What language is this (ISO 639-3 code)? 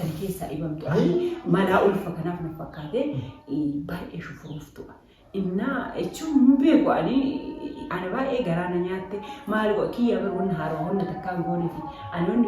orm